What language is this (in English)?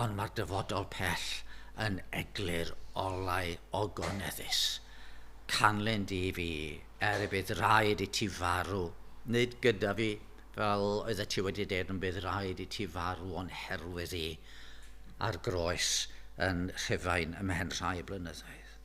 Welsh